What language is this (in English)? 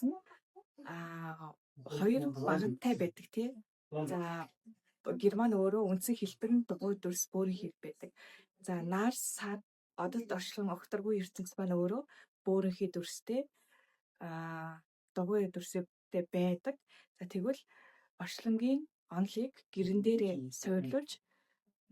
Mongolian